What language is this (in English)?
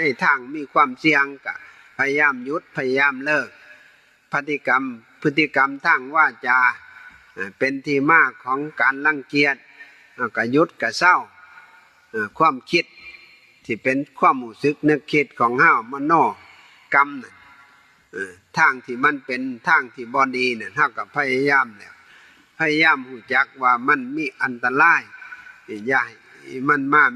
Northeastern Thai